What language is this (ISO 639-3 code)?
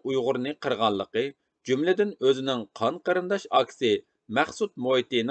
uig